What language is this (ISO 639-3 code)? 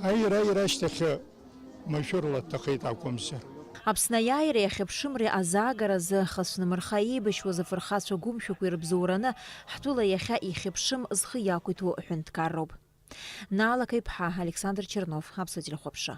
abk